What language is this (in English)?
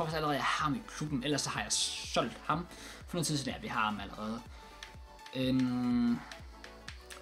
Danish